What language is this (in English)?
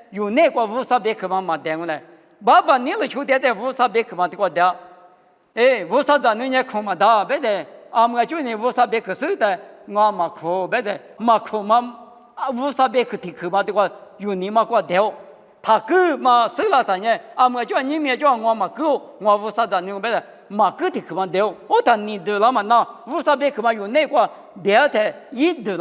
Lisu